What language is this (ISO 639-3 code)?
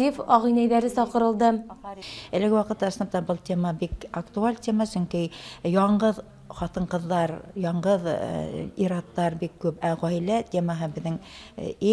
bak